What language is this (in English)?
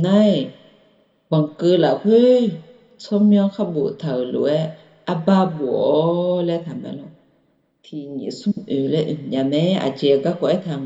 Akha